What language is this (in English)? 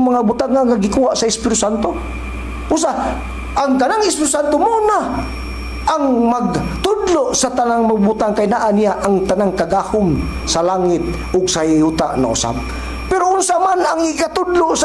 Cebuano